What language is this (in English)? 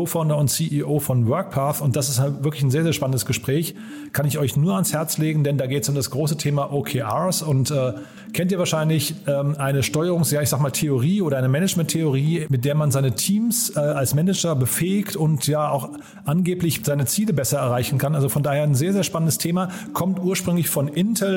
German